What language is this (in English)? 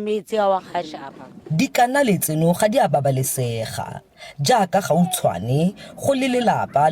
Tswana